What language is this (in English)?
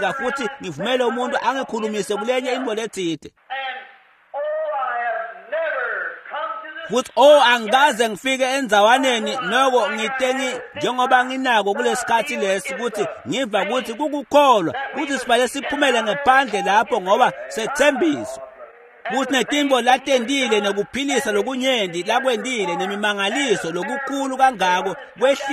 Swati